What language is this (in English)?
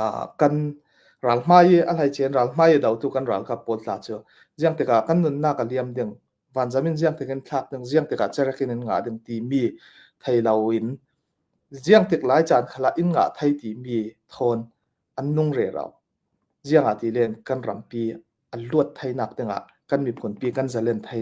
Falam Chin